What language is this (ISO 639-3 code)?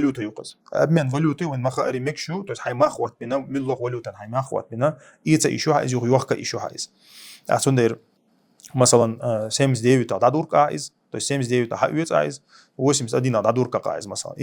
che